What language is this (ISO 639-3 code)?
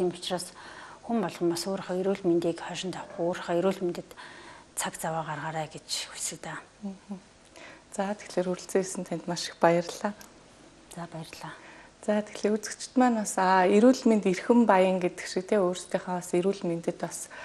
mon